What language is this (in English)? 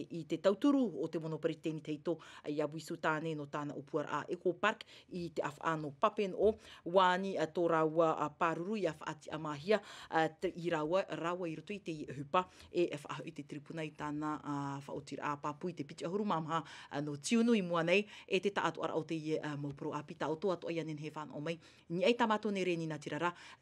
Tahitian